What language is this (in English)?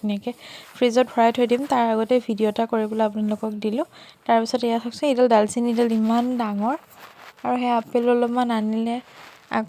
Assamese